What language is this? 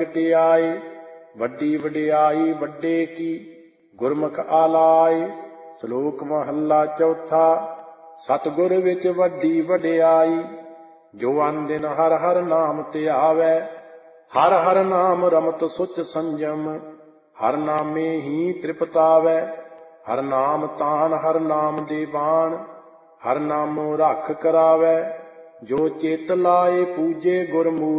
Punjabi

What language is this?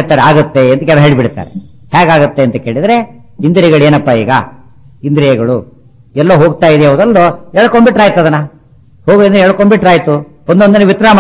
Kannada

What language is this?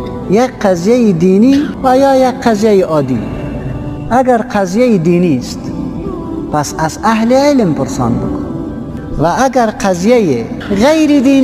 Persian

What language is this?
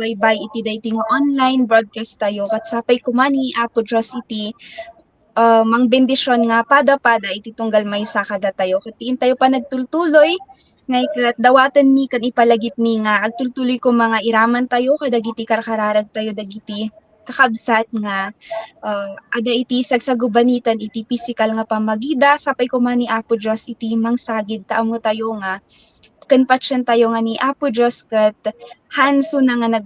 Iloko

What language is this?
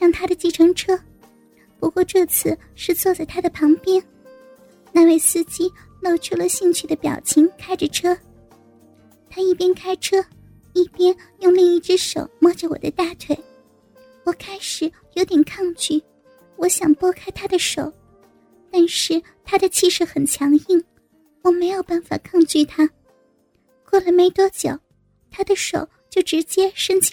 Chinese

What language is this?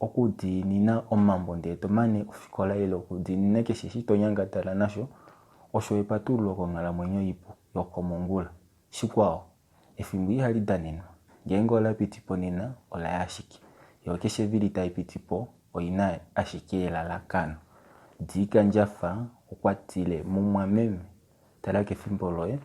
Kuanyama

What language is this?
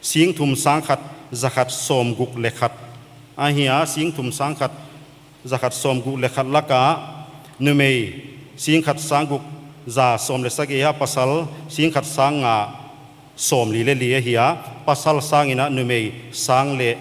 Paite Chin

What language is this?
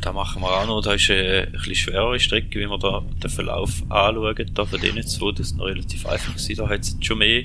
Swiss German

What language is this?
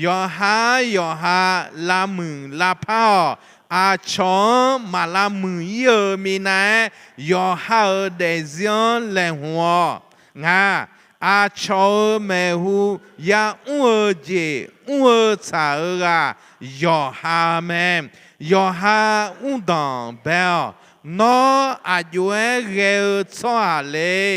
Akha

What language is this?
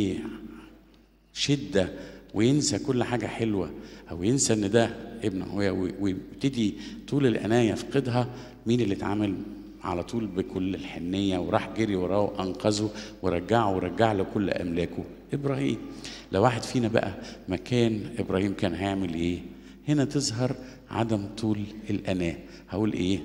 Egyptian Arabic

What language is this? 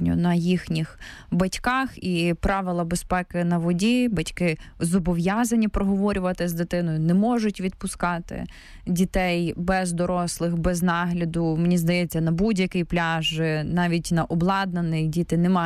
Ukrainian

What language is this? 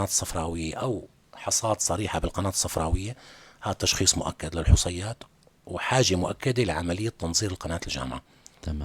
North Levantine Arabic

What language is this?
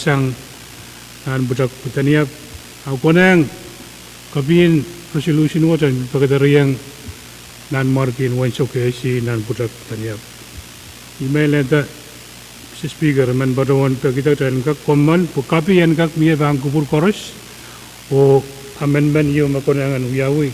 Pohnpeian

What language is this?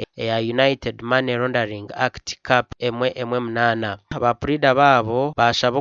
Nyankole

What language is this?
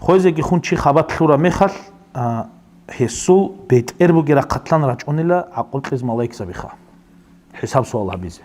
Avaric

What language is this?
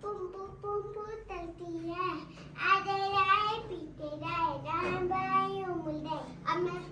Saraiki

